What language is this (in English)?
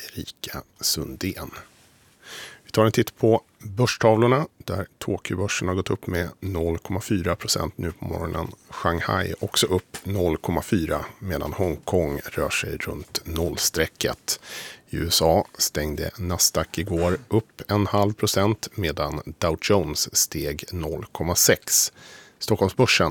Swedish